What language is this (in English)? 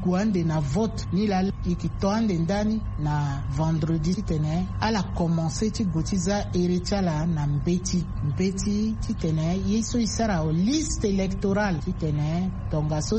Sango